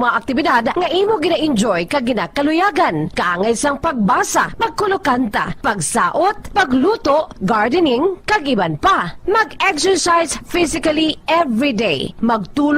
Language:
Hiligaynon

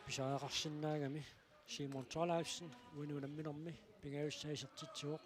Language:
Kalaallisut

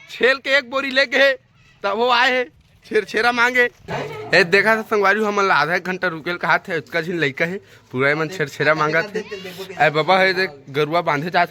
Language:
Chhattisgarhi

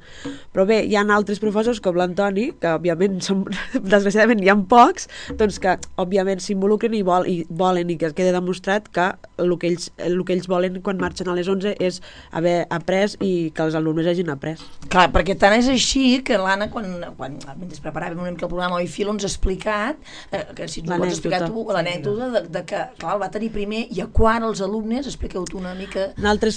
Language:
Catalan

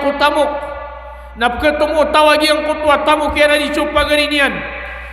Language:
Maranao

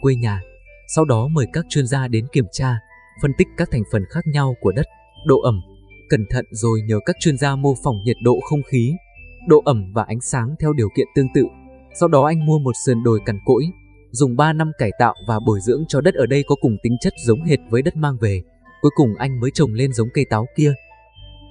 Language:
Vietnamese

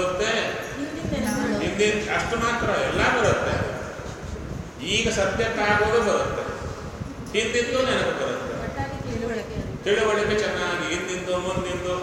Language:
Kannada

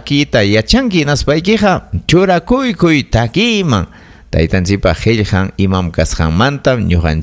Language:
Ayacucho Quechua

